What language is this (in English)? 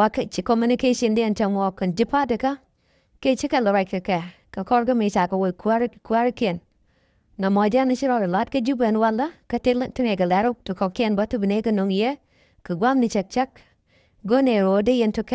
Nuer